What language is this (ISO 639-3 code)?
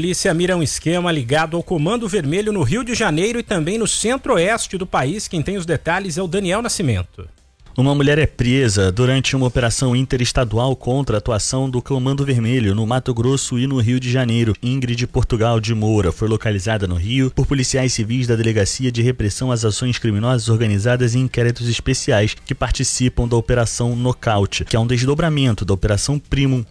por